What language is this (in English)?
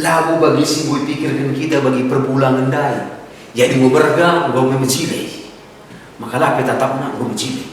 Batak Karo